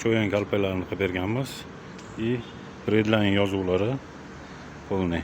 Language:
Uzbek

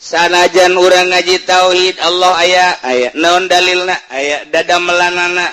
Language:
Sundanese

